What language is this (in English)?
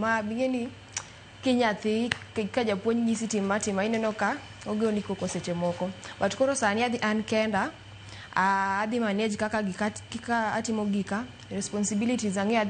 Luo (Kenya and Tanzania)